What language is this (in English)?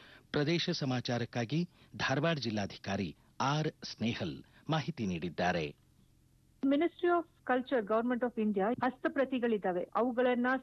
Kannada